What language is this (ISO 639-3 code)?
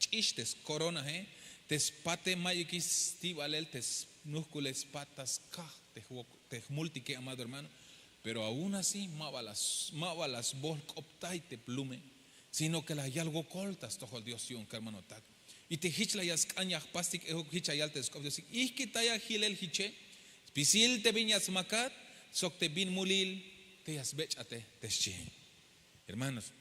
tzh